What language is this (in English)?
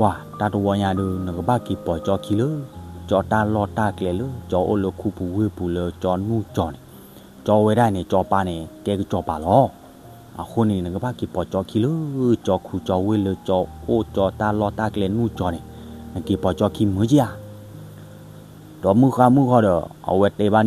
S'gaw Karen